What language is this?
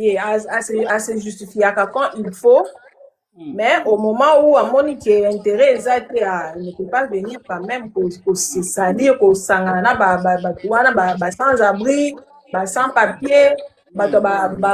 Lingala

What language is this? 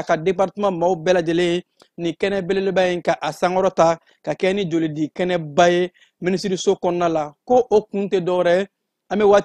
Bambara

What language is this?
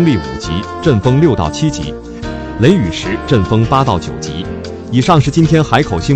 Chinese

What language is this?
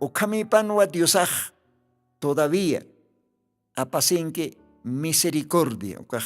Aymara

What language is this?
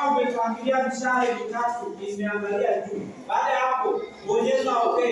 Swahili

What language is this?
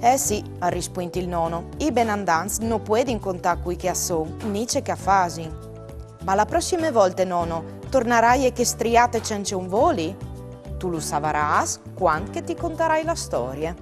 Friulian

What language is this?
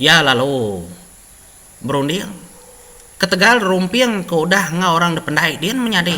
Iban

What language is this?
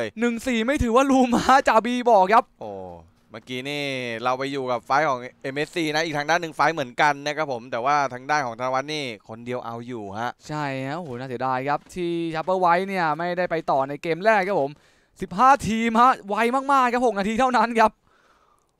Thai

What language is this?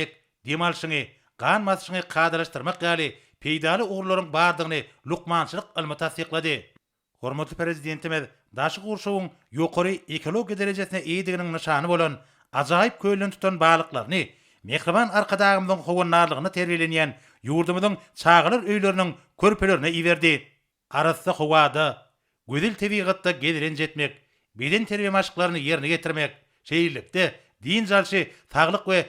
Turkmen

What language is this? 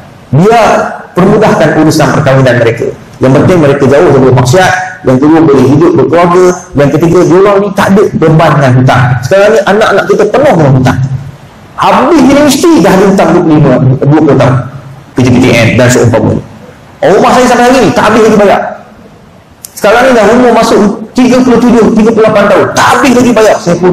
Malay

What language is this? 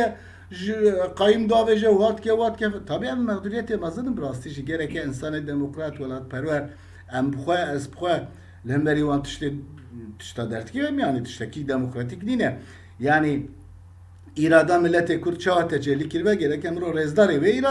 Kurdish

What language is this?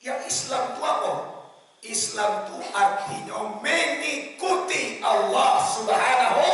Minangkabau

